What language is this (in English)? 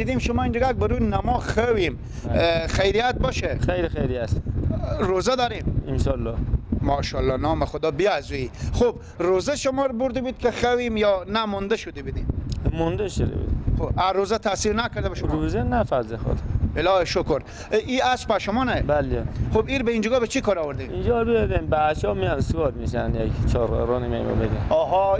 Persian